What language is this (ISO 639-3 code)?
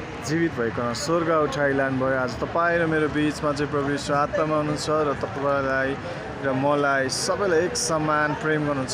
nep